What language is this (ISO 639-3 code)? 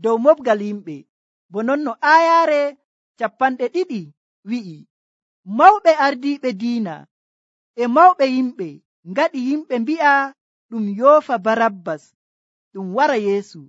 fuv